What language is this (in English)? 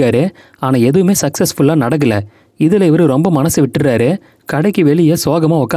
Tamil